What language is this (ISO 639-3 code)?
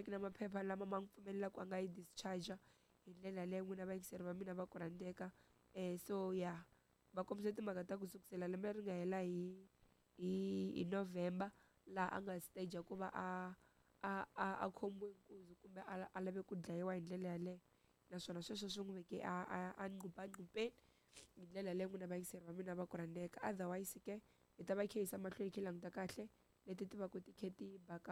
tso